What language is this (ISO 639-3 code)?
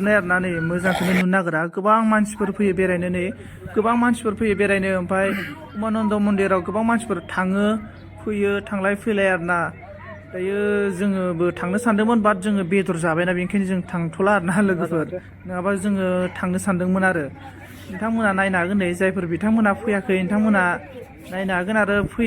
brx